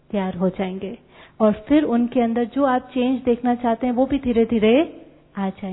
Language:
Hindi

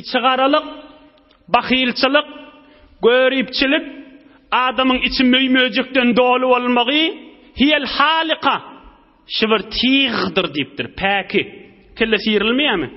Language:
Turkmen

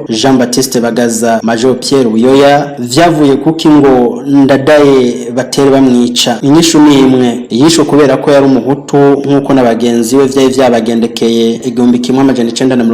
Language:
Rundi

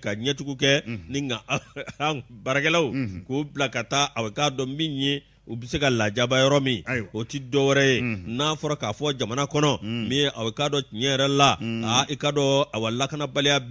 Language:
Bambara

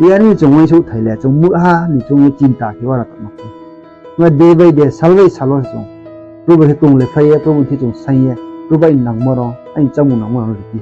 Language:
Riang (India)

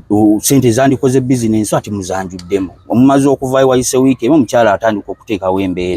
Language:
Ganda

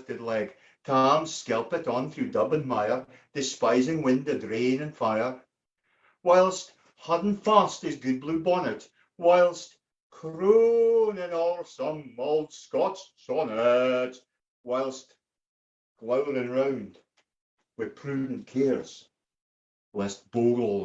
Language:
Scots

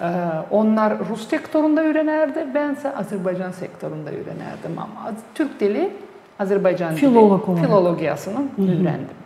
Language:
Gagauz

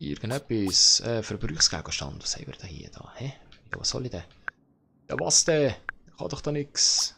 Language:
Swiss German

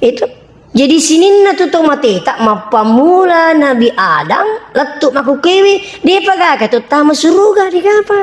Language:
Buginese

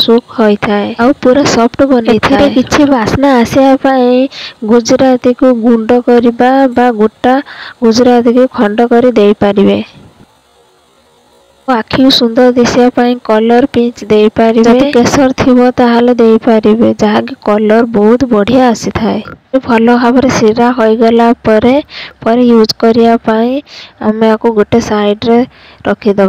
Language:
Odia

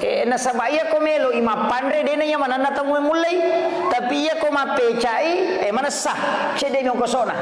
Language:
Buginese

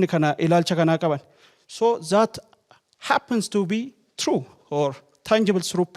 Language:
Oromo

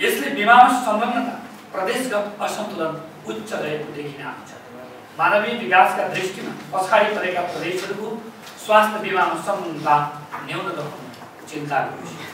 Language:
Nepali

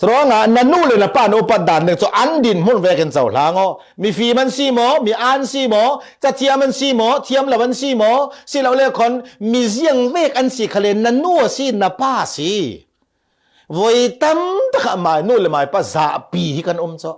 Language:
Falam Chin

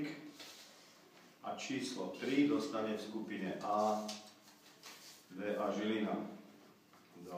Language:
Slovak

